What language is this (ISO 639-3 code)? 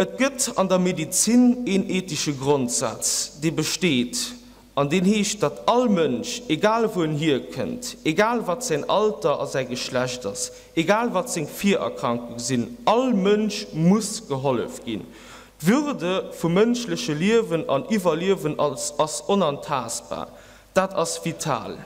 ltz